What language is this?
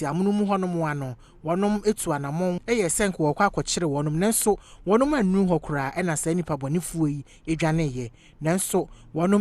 Akan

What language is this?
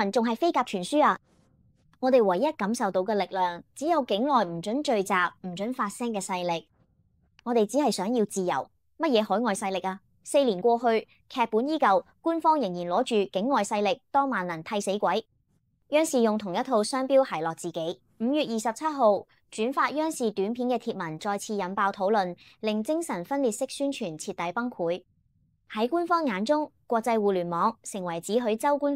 Cantonese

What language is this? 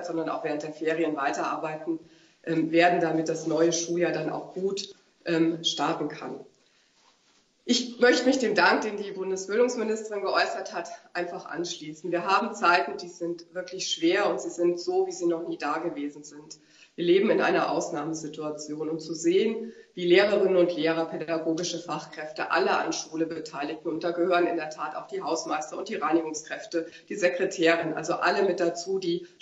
German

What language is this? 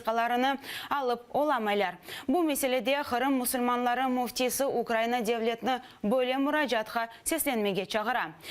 Crimean Tatar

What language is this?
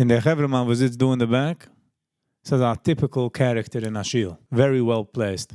Yiddish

